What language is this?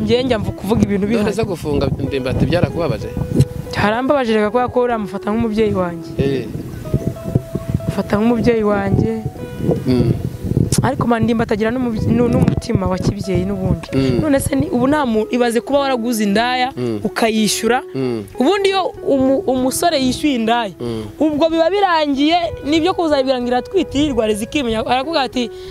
Kinyarwanda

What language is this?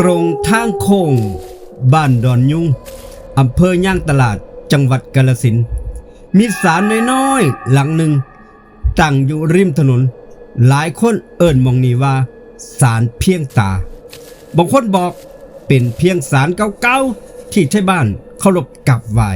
Northeastern Thai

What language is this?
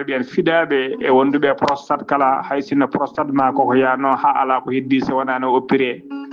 Fula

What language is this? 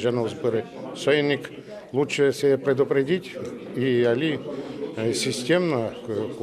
Udmurt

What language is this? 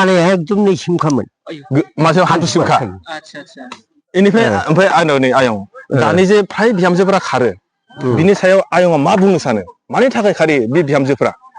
Bodo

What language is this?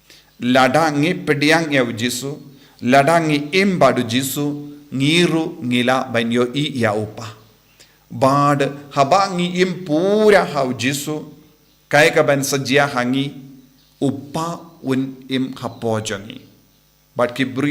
Khasi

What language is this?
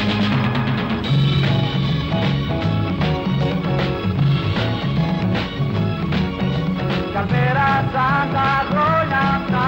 Greek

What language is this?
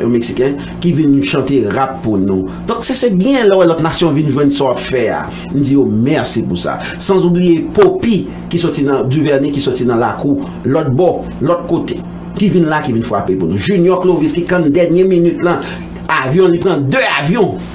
Haitian Creole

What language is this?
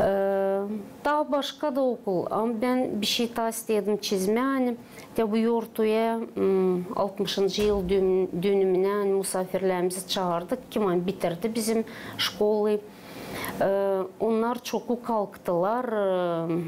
Gagauz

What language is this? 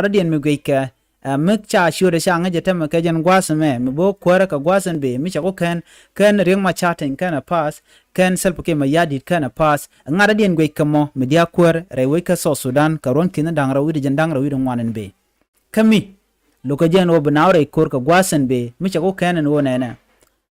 Nuer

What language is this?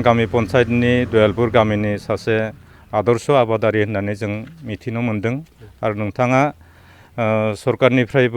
Bodo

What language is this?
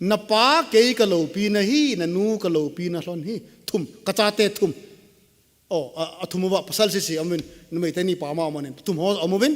Thado Chin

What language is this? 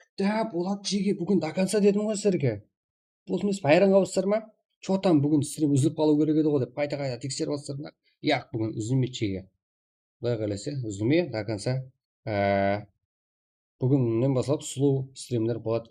Kara-Kalpak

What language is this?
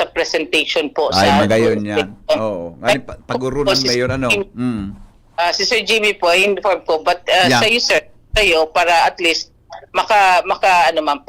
Bikol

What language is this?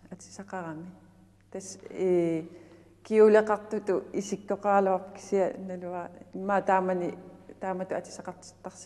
Kalaallisut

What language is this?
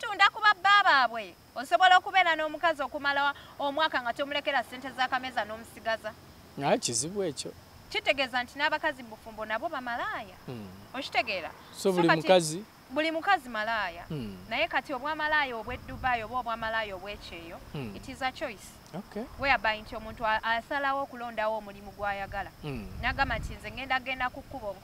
Ganda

